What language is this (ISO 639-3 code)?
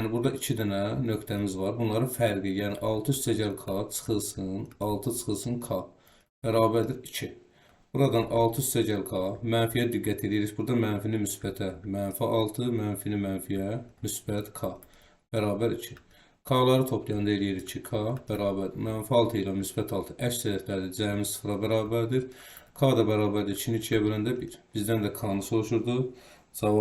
aze